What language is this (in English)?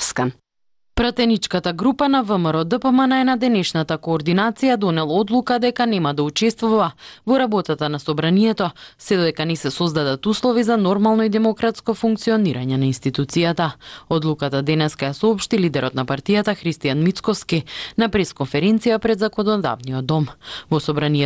Macedonian